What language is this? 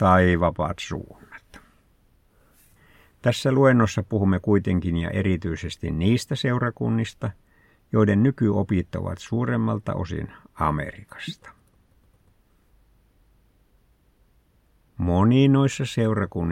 Finnish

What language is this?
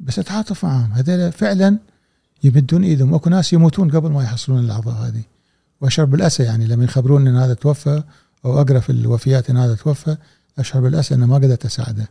Gulf Arabic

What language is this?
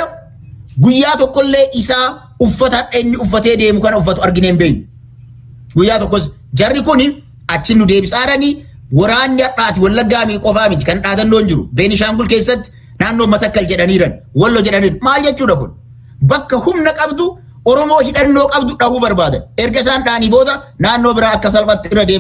Oromo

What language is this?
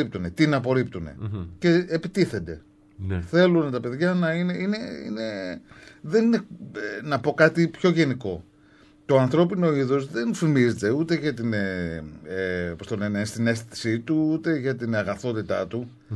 Greek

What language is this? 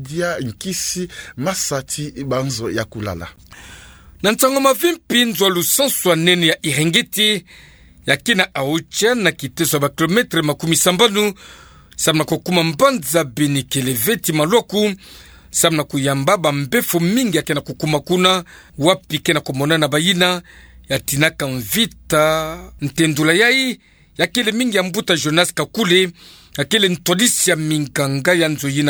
Kituba (Democratic Republic of Congo)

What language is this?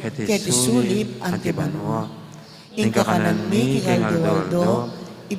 Pampanga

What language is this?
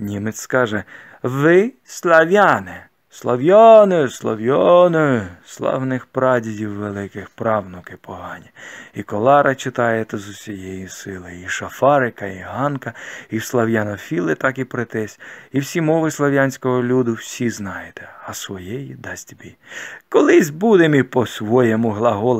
Ukrainian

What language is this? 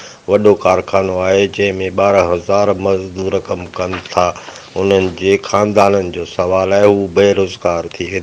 Sindhi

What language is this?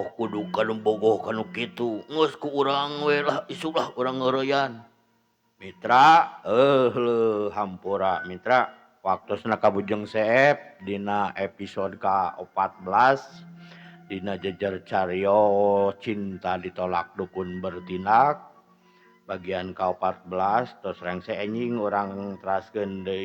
Sundanese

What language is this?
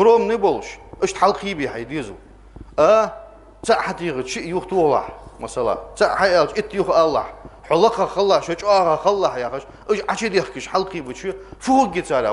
Ingush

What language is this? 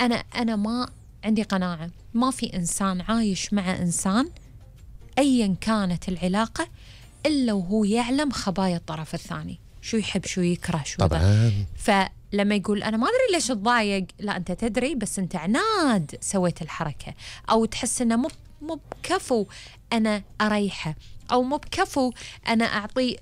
Gulf Arabic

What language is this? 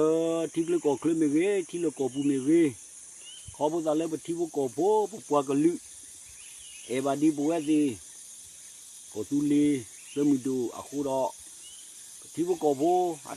S'gaw Karen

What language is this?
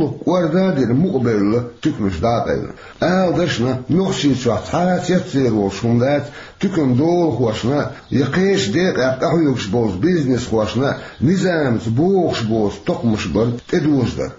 Chechen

